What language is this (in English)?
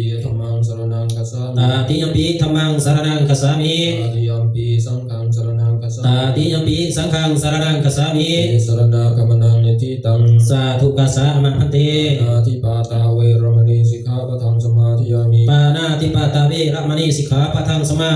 Pali